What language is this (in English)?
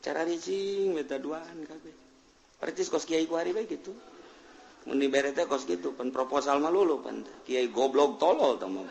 Sundanese